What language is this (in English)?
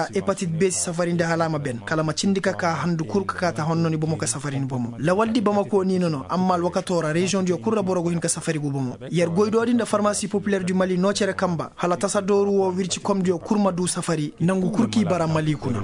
Koyraboro Senni